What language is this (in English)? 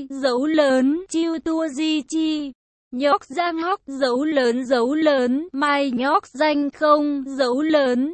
Vietnamese